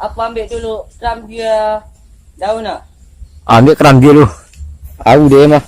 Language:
Minangkabau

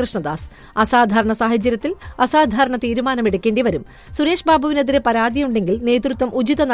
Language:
Malayalam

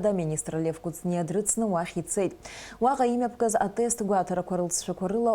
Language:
Abkhazian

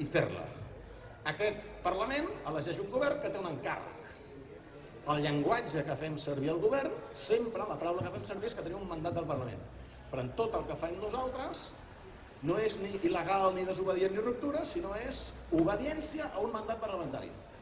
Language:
Catalan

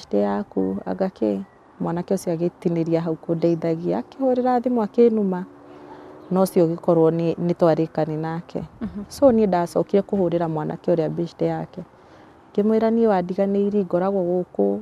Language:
Kikuyu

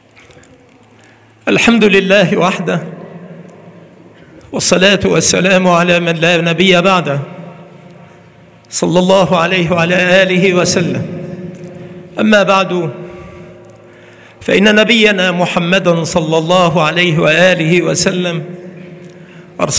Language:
Arabic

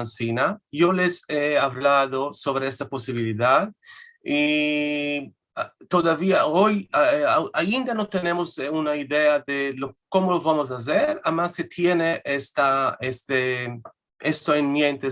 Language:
Ladino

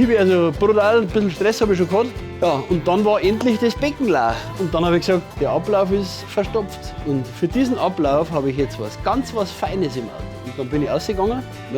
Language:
Bavarian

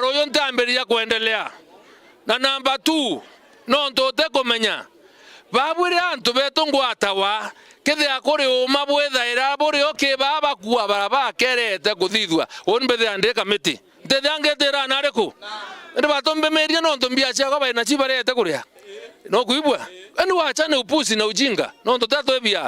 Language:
Meru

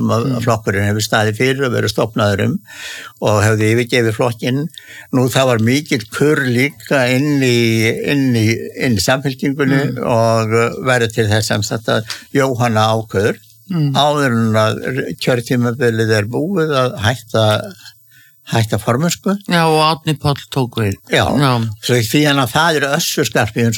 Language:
Icelandic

